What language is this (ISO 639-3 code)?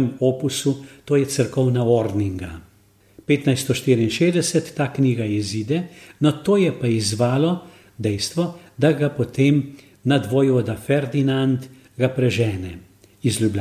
slv